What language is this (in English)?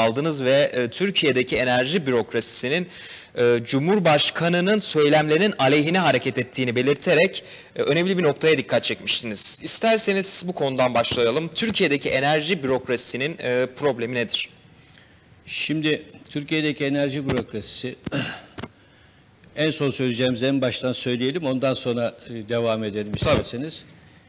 Turkish